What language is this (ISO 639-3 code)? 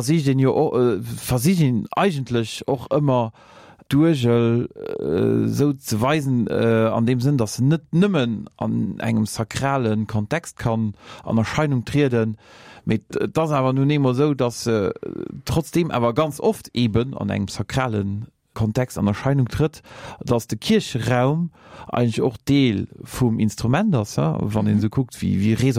ltz